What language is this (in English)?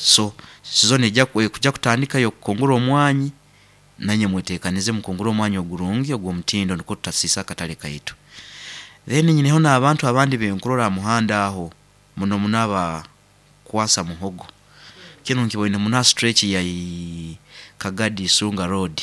Nyoro